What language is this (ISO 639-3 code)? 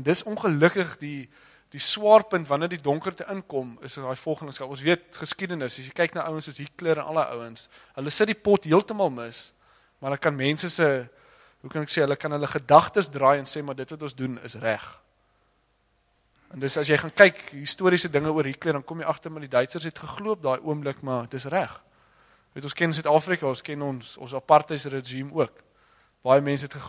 afr